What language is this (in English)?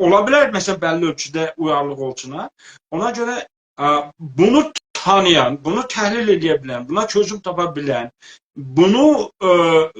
South Azerbaijani